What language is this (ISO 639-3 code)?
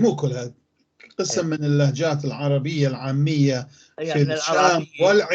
apc